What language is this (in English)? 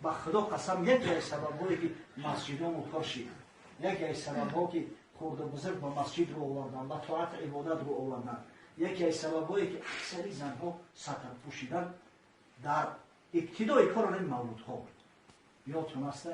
Tajik